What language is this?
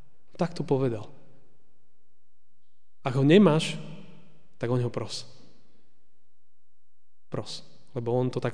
Slovak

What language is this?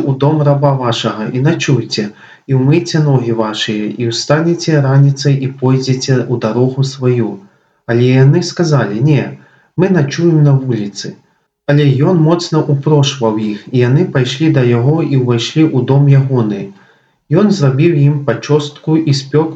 Belarusian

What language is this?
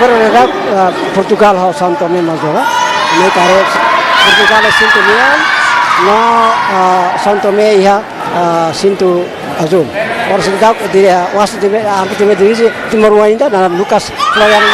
Tetum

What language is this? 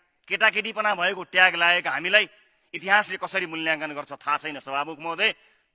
Nepali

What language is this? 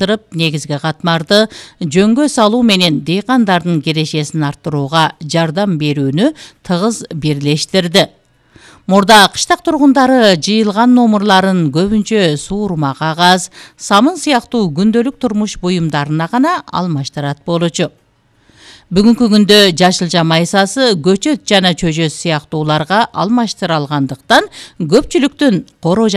Kyrgyz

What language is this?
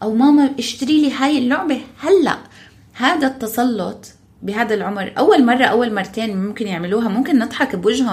North Levantine Arabic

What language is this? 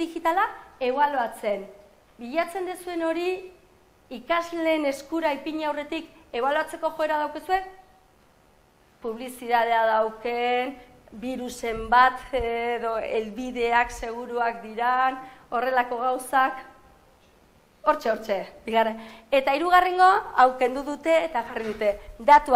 Basque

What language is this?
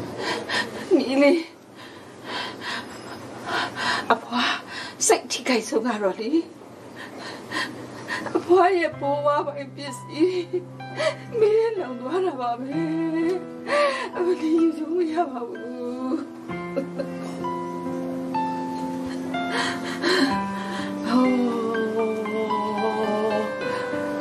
Burmese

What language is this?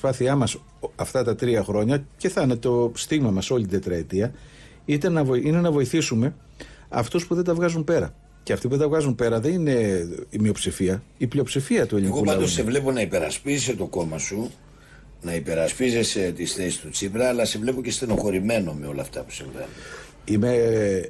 Greek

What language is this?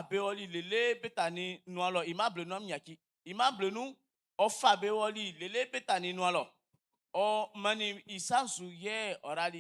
Baoulé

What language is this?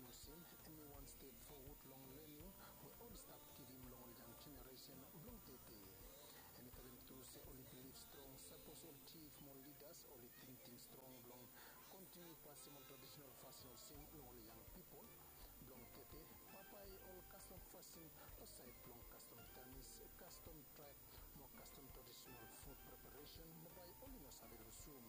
Bislama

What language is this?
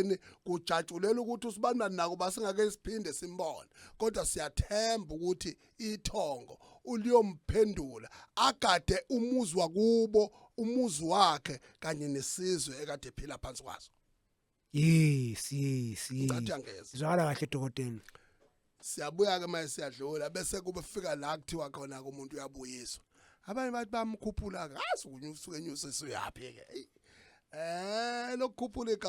Zulu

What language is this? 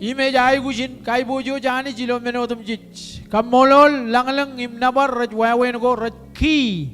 Marshallese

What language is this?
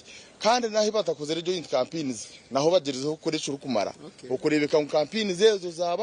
Nyankole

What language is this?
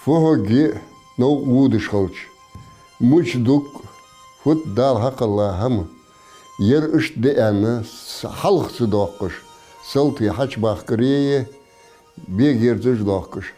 Ingush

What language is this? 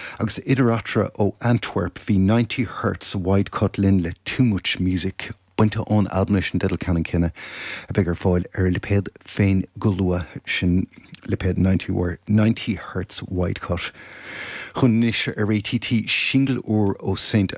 Irish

